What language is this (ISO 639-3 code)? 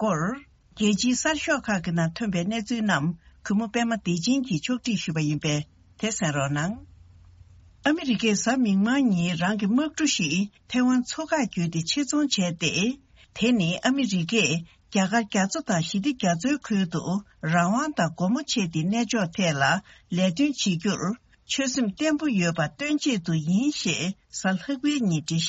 bod